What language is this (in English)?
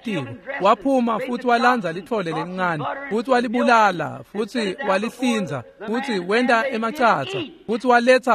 Swati